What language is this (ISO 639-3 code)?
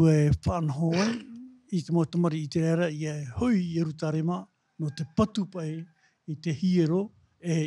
tah